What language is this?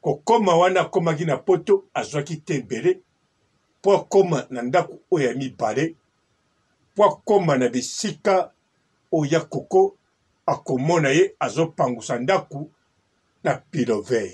Lingala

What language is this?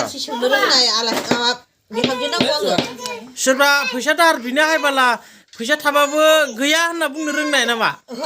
Bodo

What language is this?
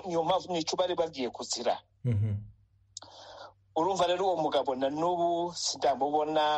Kinyarwanda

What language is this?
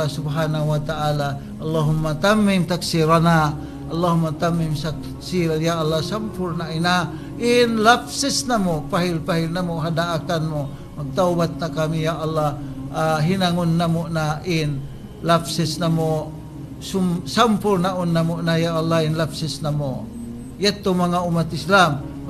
Tausug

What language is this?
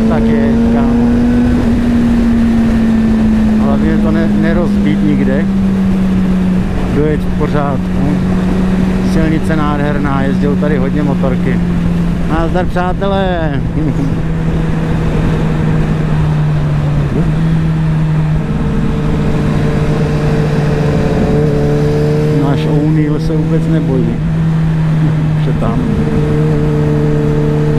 Czech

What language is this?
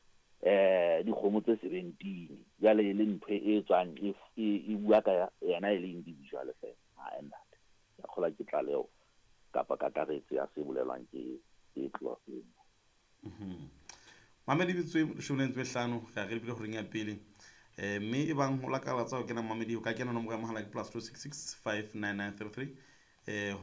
Southern Sotho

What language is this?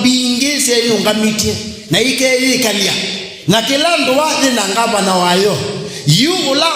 Kamba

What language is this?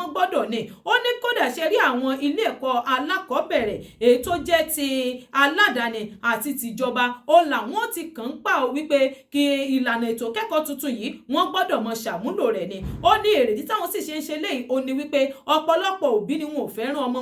Yoruba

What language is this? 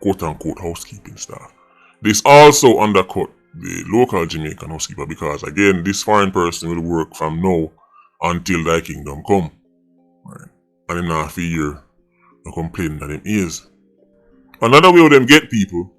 Jamaican Creole English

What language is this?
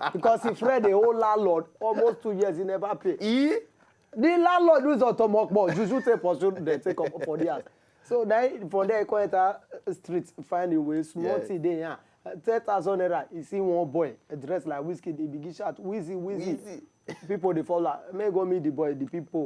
Nigerian Pidgin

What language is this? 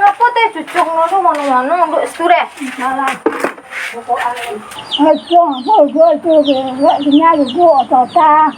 Minangkabau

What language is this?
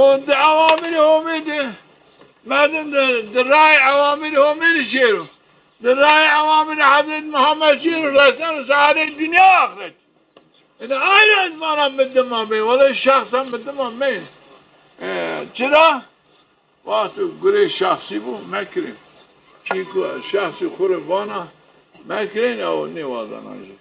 Zaza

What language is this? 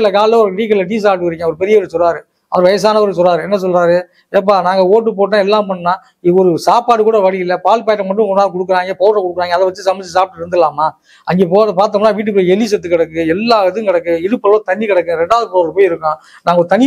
Tamil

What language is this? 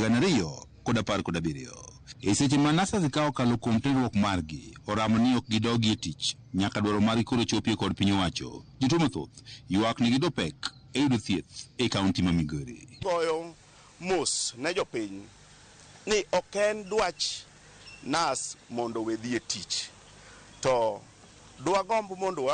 Luo (Kenya and Tanzania)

